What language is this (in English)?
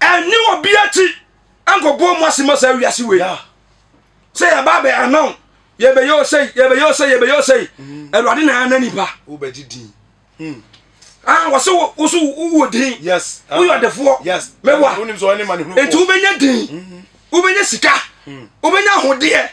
Akan